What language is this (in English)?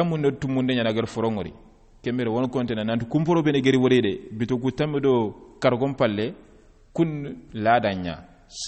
Soninke